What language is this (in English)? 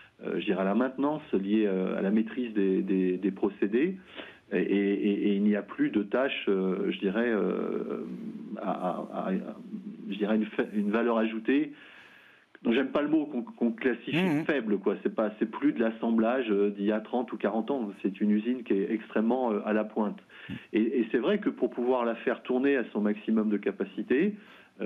French